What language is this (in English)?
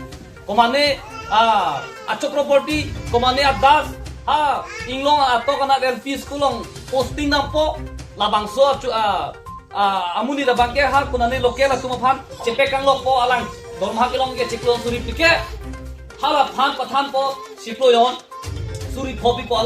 Karbi